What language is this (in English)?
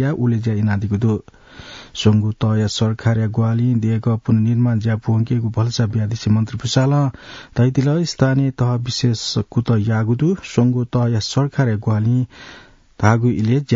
Newari